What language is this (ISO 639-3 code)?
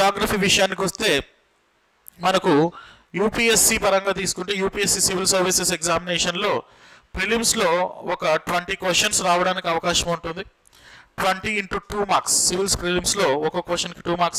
tel